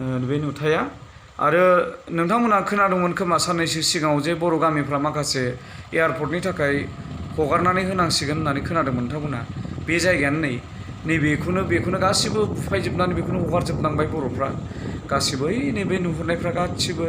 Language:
Bodo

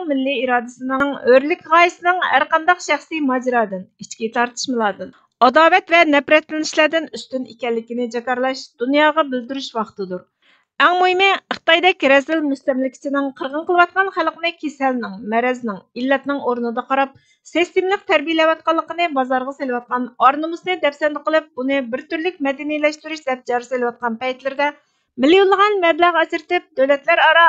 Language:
Uyghur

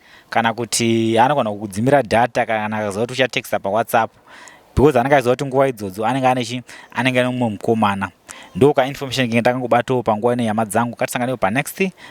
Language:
Shona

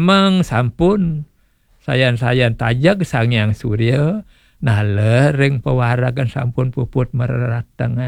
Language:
Balinese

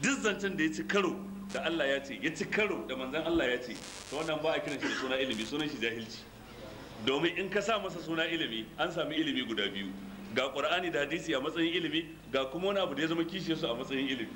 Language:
Hausa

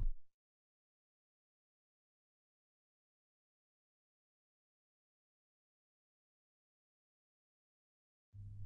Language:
Norwegian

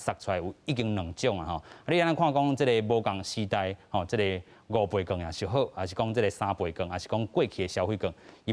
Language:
Min Nan Chinese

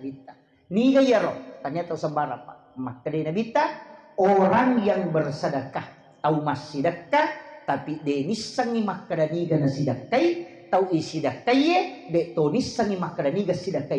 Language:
Buginese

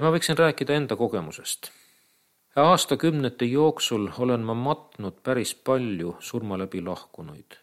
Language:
Estonian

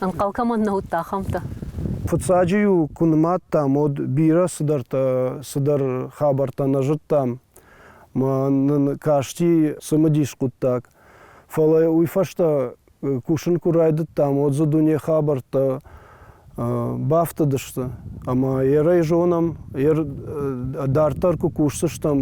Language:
Ossetic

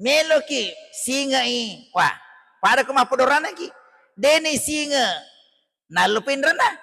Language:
Buginese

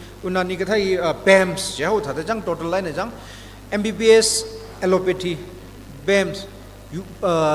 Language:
Tangkhul Naga (India)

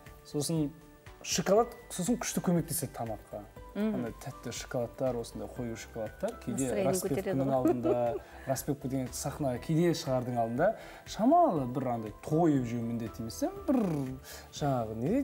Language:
Kazakh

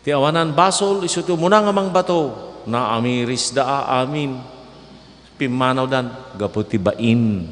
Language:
Iloko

